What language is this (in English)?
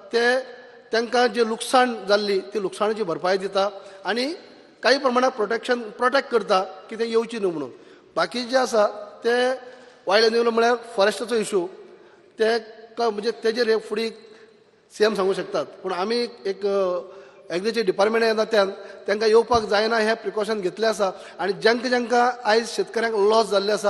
Konkani